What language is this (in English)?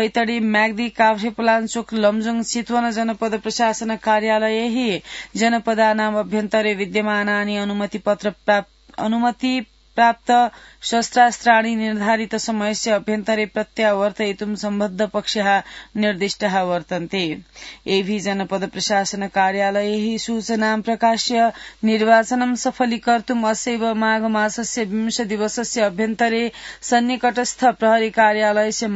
Sanskrit